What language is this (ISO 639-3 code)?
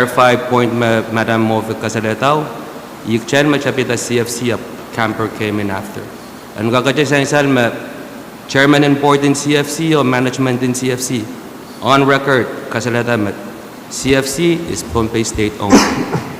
pon